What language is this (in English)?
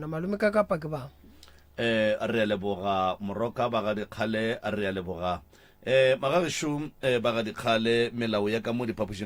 Northern Sotho